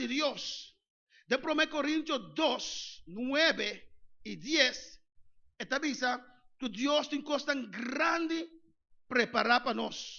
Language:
Papiamento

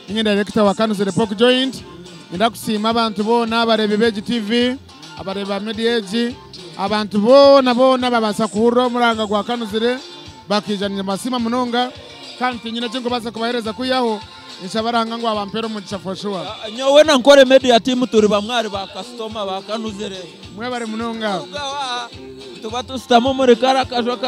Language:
Nyankole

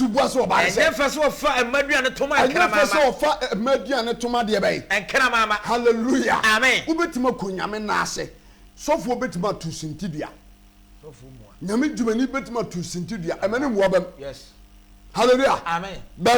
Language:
Akan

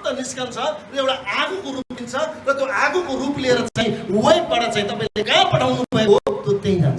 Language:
Nepali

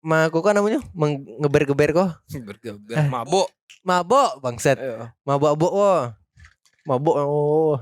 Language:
Minangkabau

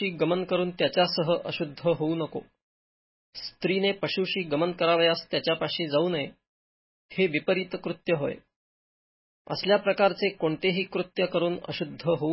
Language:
Marathi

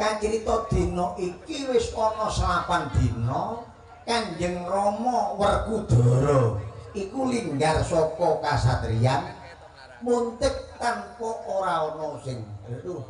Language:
Javanese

